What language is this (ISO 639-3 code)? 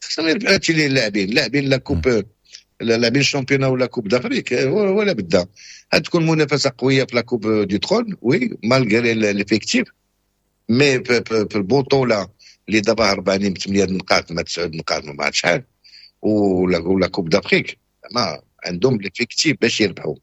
ary